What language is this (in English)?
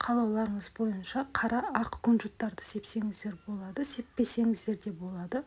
Kazakh